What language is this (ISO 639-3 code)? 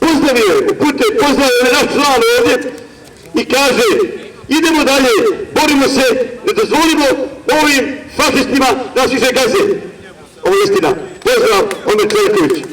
bos